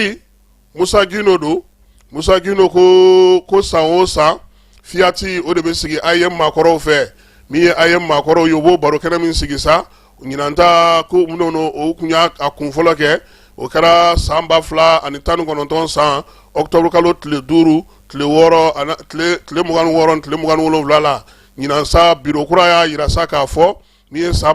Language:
Bambara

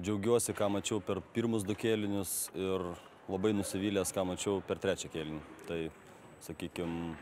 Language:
Lithuanian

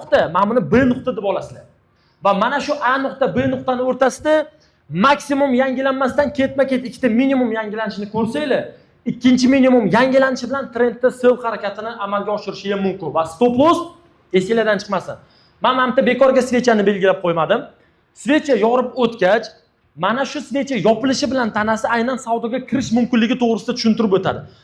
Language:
Uzbek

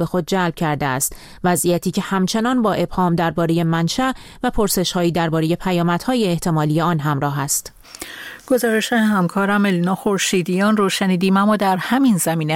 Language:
Persian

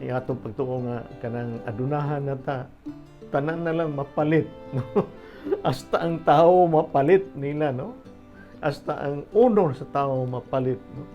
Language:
Cebuano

